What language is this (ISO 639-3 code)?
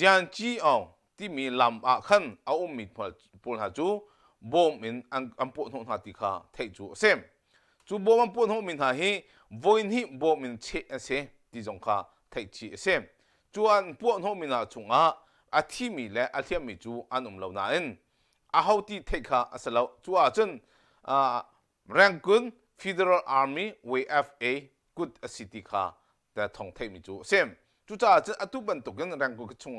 cnh